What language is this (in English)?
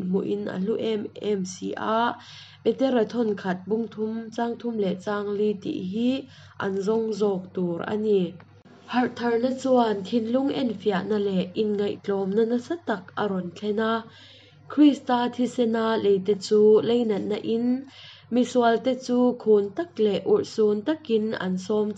Hakha Chin